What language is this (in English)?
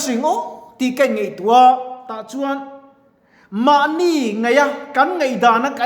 Mizo